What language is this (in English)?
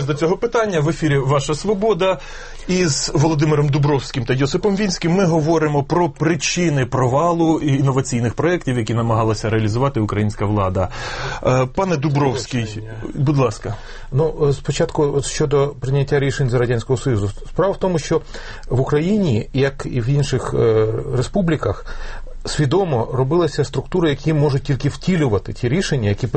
Ukrainian